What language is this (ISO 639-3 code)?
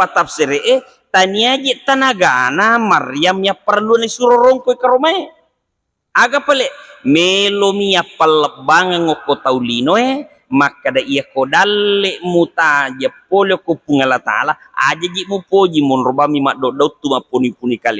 bug